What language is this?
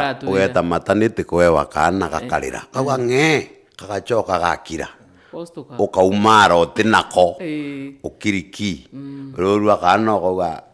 Meru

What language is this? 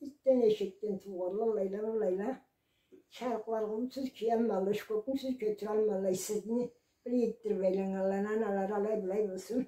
Karachay-Balkar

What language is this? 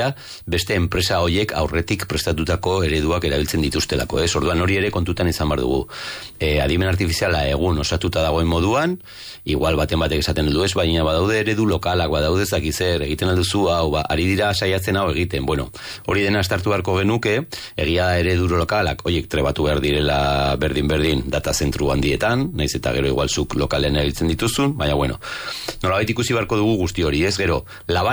Basque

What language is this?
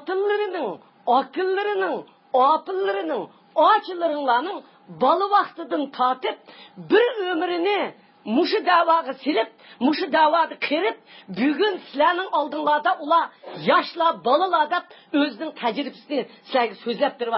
Uyghur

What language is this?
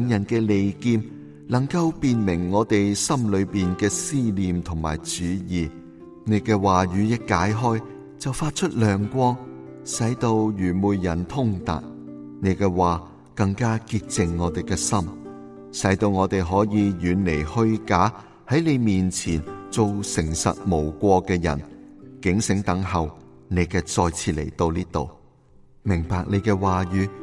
Cantonese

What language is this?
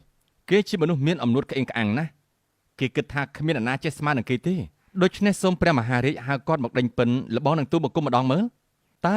Khmer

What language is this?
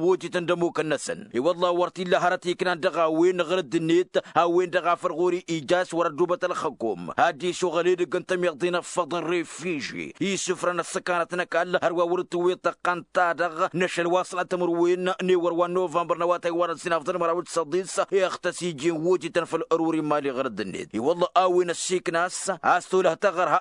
Tamasheq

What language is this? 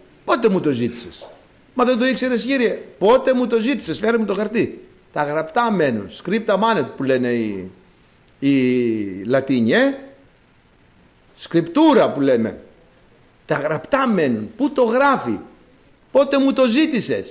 Greek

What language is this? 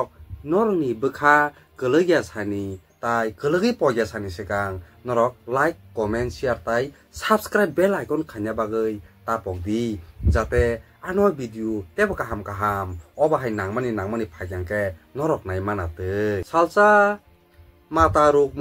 Kok Borok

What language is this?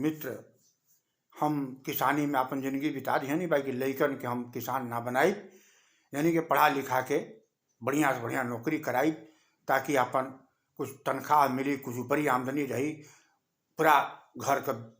Bhojpuri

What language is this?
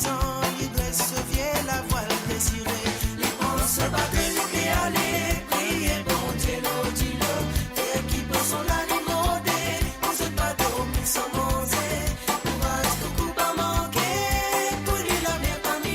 Morisyen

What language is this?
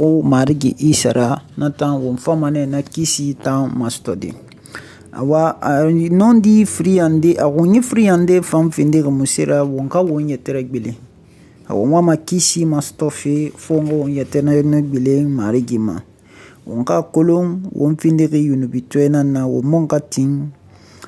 Susu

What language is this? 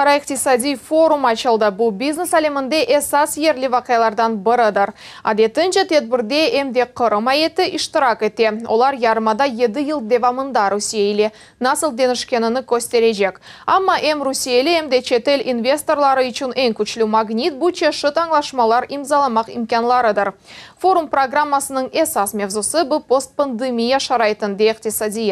Crimean Tatar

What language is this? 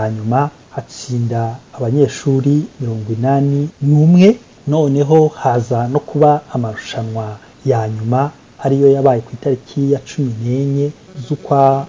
Kinyarwanda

